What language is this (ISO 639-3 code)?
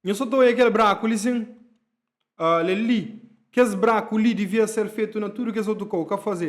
kea